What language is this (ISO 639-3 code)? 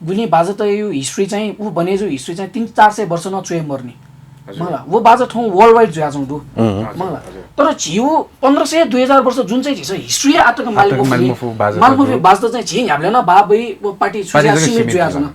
new